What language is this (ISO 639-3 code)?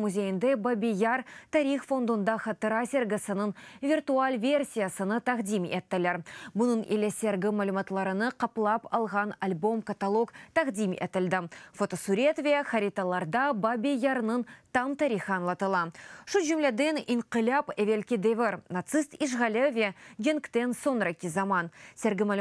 crh